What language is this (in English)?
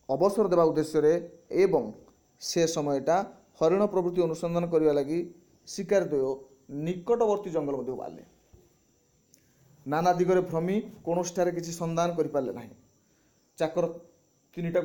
Odia